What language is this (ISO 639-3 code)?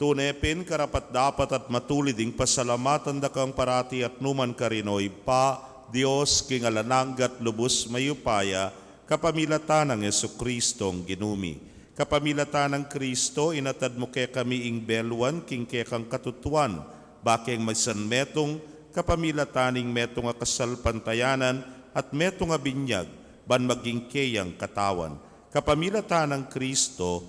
pam